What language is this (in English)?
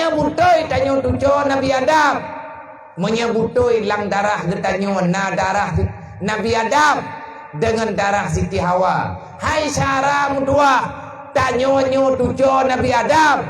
Achinese